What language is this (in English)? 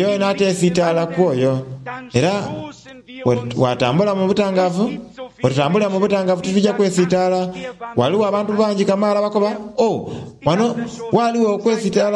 Soga